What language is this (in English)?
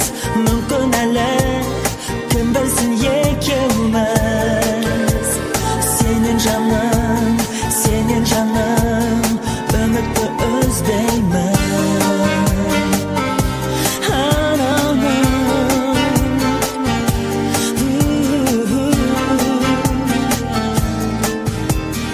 Kazakh